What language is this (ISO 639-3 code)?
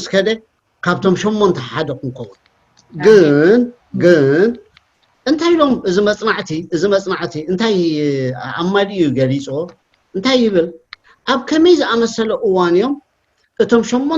tir